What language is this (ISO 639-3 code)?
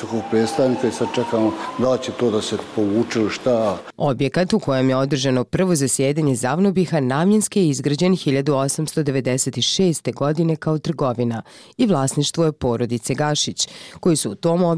bos